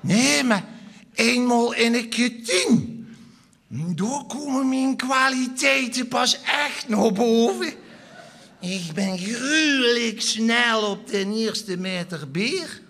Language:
Limburgish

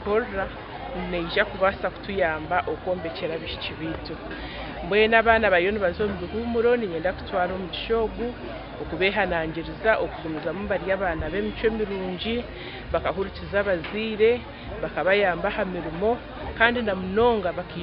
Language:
Nyankole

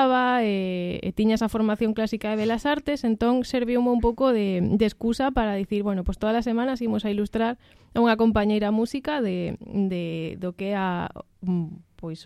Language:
Galician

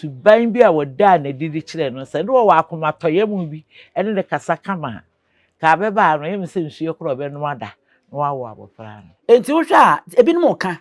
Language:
Akan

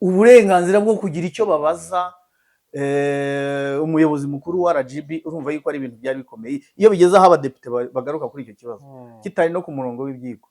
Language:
Kinyarwanda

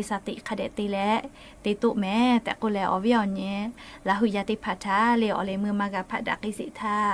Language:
Lahu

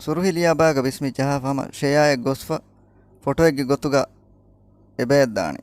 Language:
Divehi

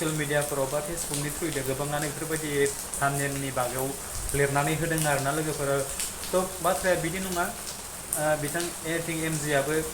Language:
Bodo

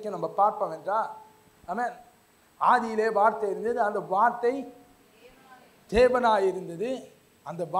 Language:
Tamil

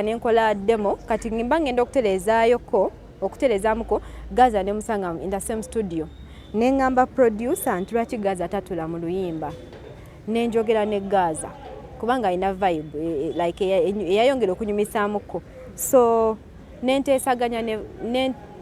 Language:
Ganda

